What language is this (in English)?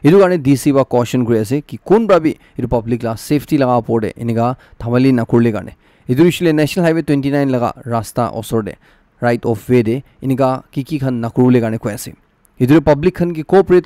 Naga Pidgin